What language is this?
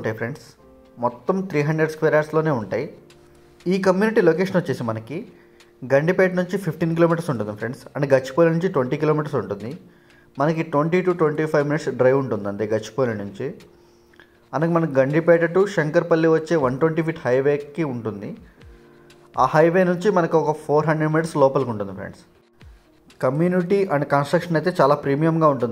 Telugu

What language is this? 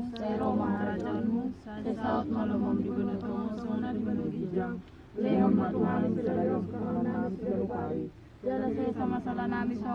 Batak Toba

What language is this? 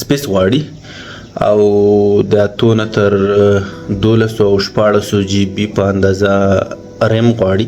Pashto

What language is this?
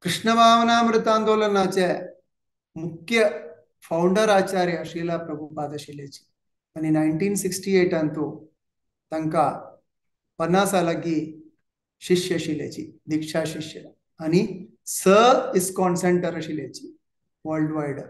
Konkani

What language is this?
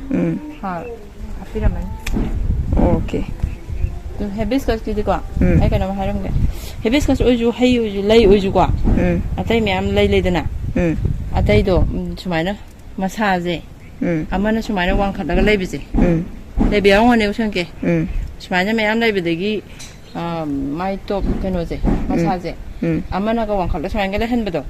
Manipuri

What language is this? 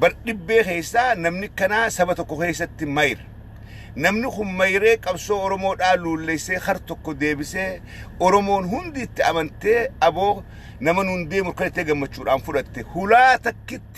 Oromo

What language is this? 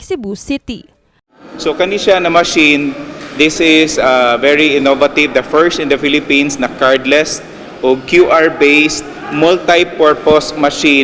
Cebuano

